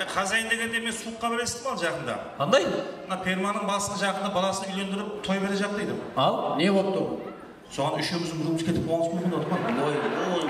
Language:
Kara-Kalpak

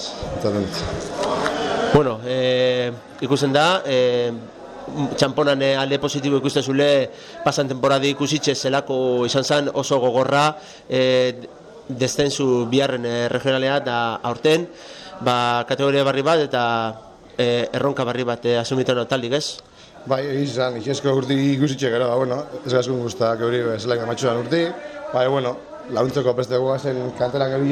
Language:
Basque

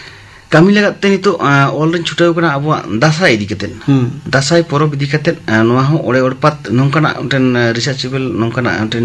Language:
Santali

